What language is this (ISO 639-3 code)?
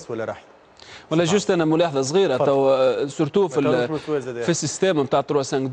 aeb